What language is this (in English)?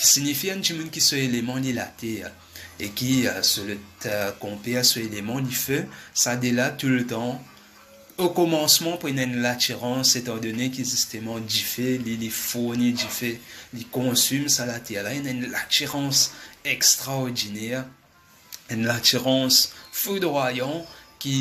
Morisyen